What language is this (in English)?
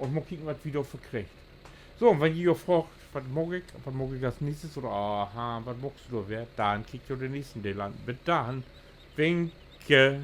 Low German